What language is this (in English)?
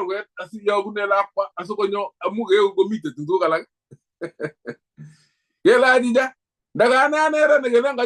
Kalenjin